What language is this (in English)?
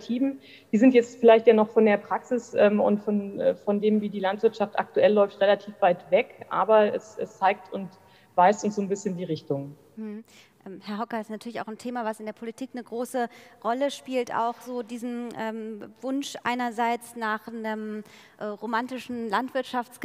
German